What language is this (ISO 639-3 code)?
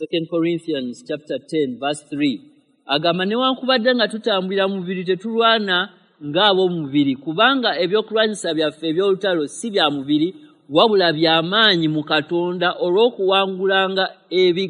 lug